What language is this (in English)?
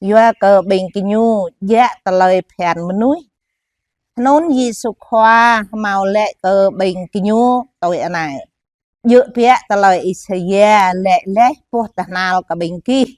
Jarai